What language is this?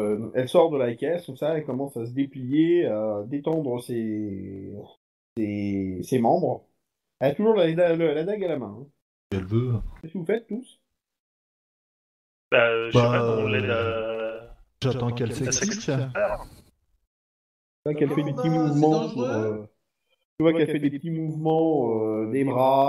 French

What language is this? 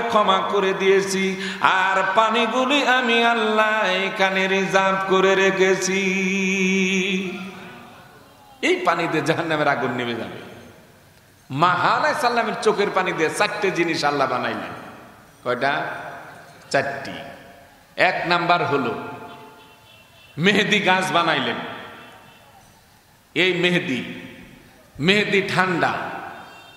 Bangla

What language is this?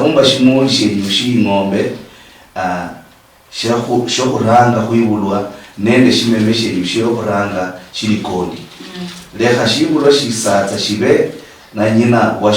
Luyia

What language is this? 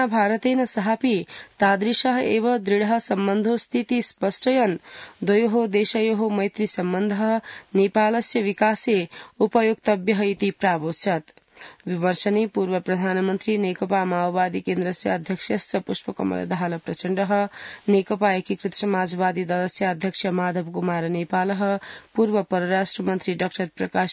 Sanskrit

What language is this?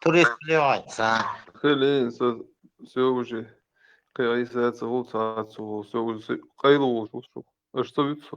Chechen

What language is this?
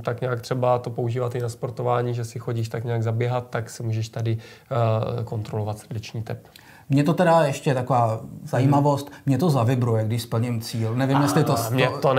Czech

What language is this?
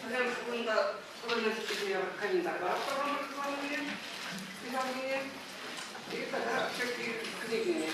Chuvash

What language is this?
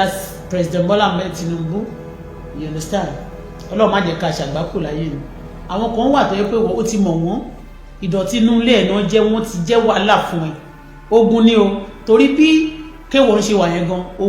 Yoruba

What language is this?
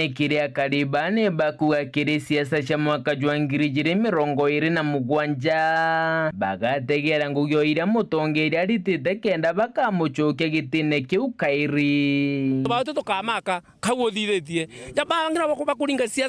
Meru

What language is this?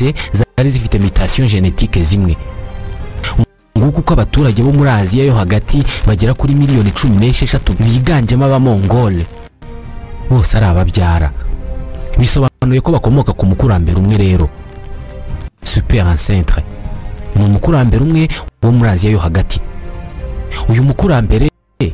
Kinyarwanda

